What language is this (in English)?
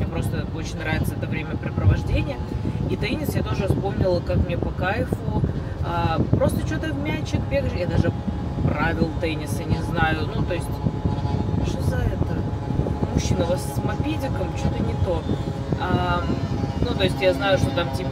Russian